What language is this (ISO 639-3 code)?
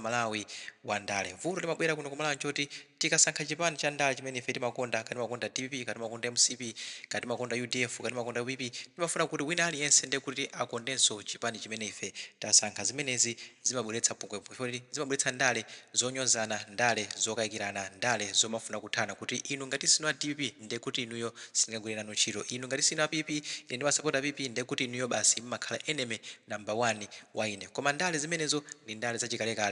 nya